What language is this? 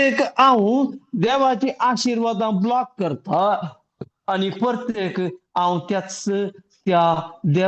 Konkani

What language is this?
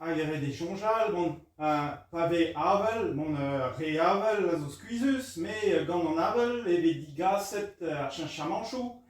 Breton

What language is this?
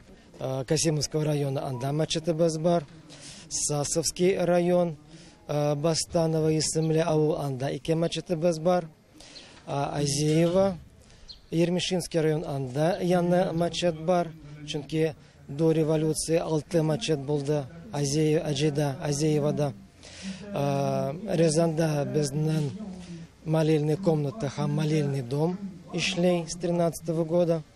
Tatar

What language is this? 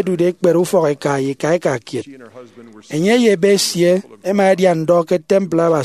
Efik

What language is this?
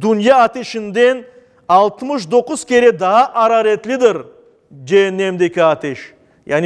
Crimean Tatar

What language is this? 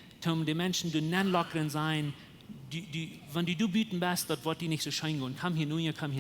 Plautdietsch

